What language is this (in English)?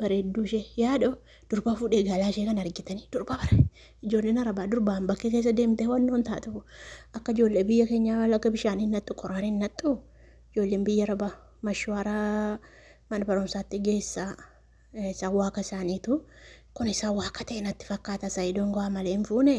Oromo